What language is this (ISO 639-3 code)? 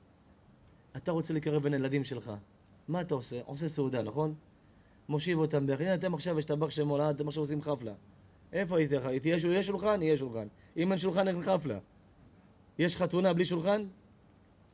heb